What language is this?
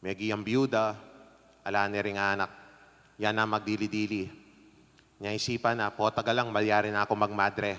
Pampanga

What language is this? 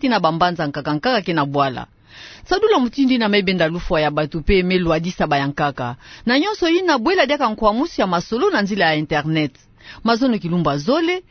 Kituba (Democratic Republic of Congo)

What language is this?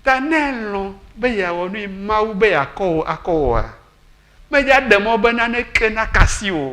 Ewe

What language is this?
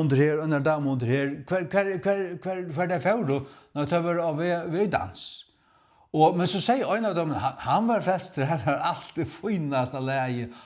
Faroese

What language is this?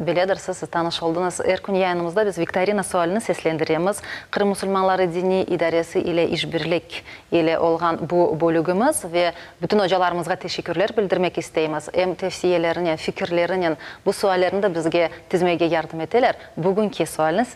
Crimean Tatar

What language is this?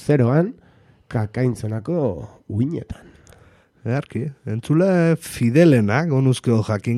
Basque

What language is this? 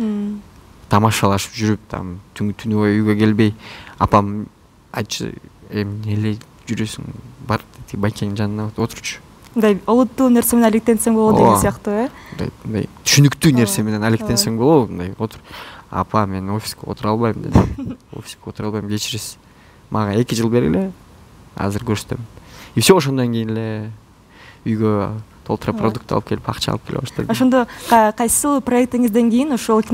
Kyrgyz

